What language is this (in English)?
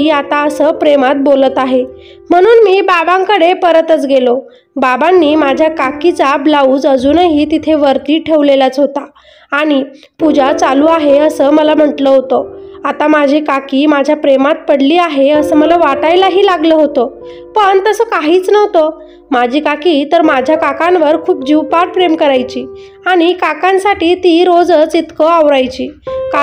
Marathi